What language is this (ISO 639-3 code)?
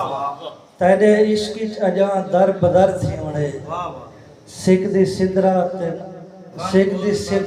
skr